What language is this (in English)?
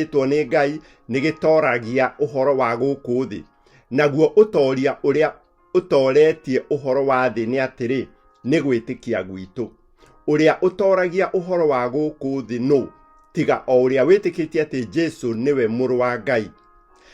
Kikuyu